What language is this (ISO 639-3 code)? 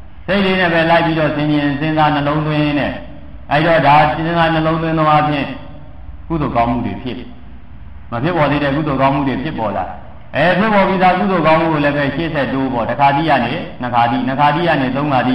mya